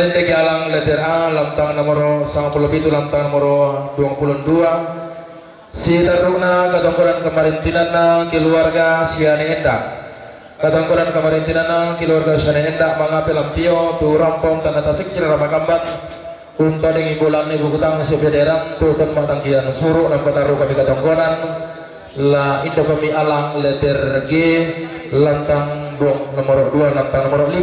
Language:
Toraja-Sa'dan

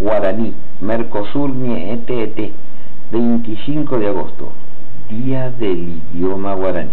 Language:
Guarani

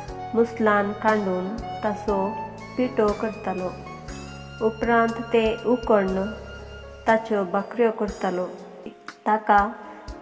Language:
Konkani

